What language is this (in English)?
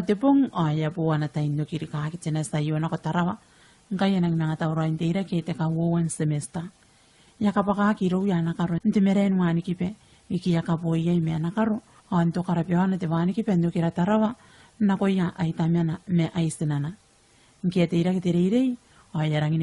Gilbertese